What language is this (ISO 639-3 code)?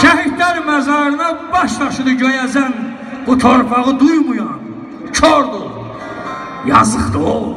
azb